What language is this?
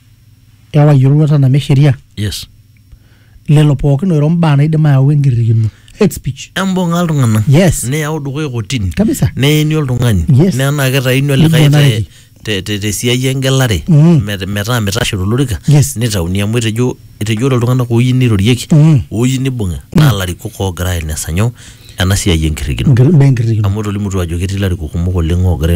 Masai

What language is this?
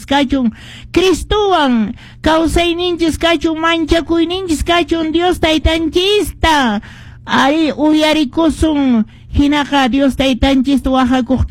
Quechua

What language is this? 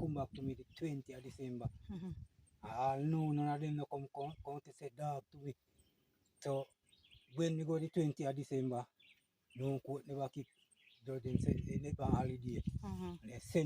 Jamaican Creole English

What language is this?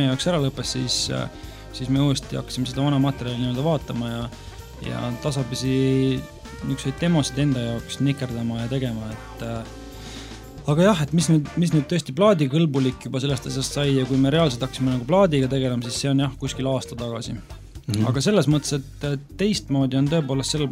Estonian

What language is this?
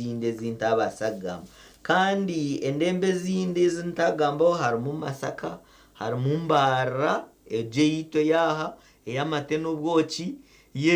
Nyankole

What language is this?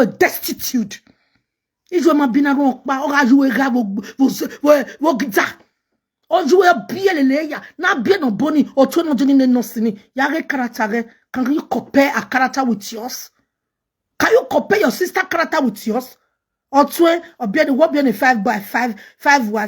Nigerian Pidgin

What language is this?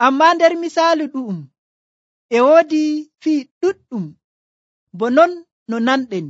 Nigerian Fulfulde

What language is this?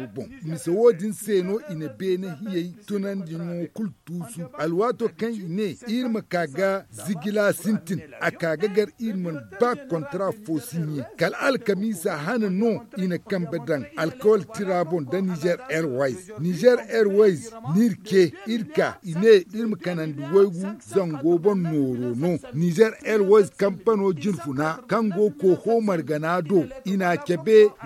Zarma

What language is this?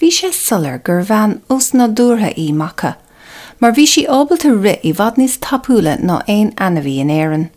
Irish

